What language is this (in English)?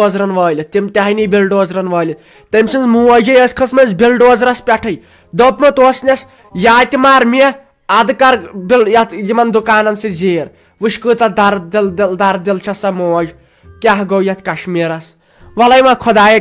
Kashmiri